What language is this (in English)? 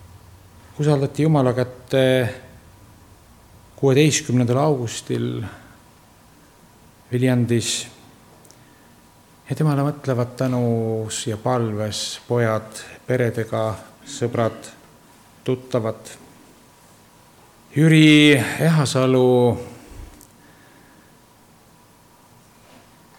Estonian